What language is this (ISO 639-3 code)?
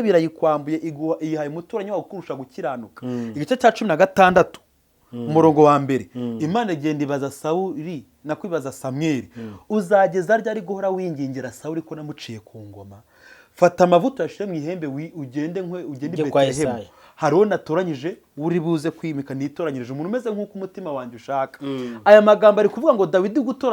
kin